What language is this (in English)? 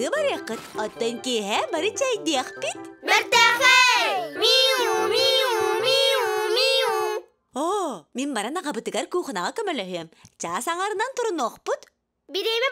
Yakut